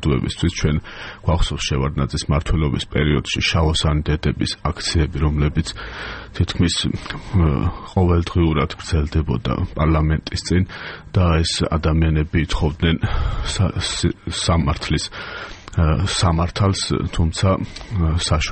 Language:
Georgian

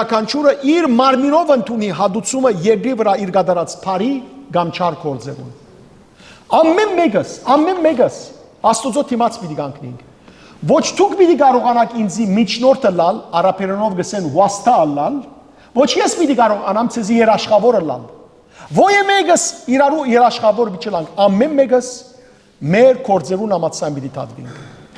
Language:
Western Armenian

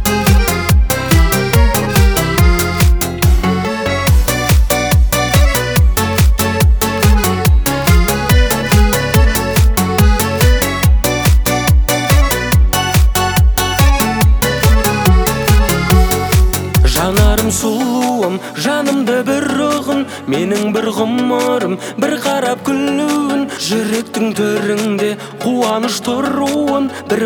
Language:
Kazakh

